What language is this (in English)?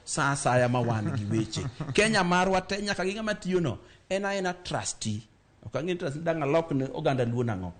Luo (Kenya and Tanzania)